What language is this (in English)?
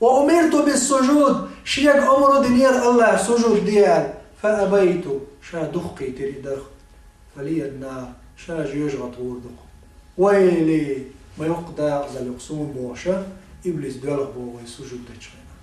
Chechen